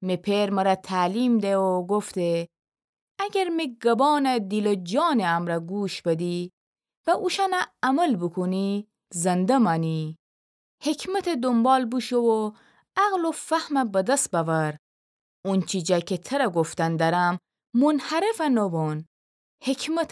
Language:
Gilaki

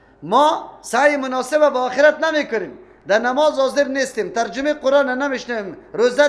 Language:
Persian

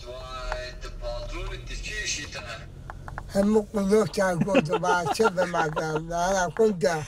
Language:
Kurdish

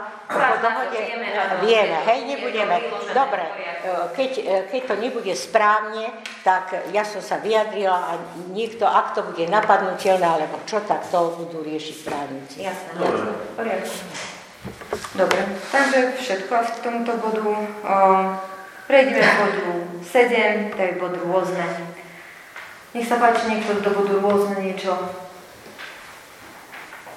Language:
Slovak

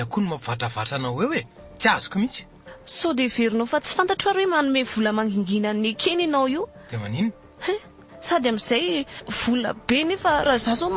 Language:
Malagasy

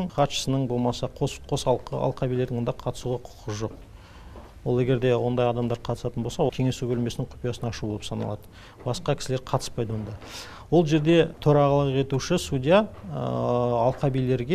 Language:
Kazakh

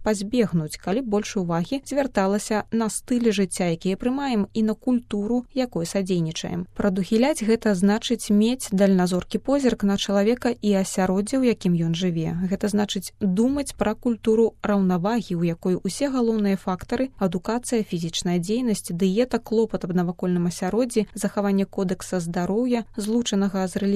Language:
Belarusian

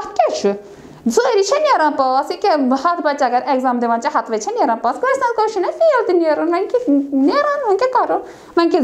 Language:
Kashmiri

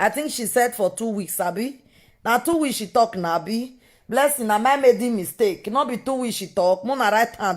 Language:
Nigerian Pidgin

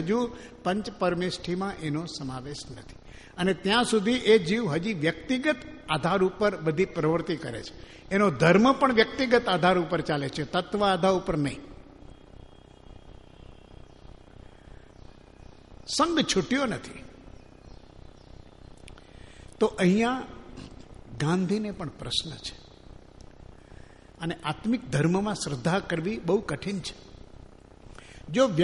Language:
Gujarati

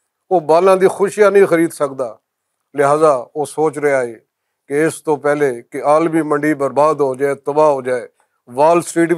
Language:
Western Panjabi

